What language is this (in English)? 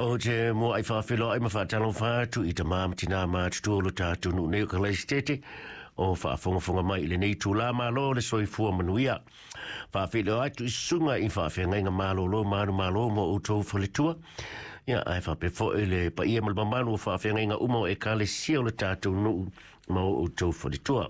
Samoan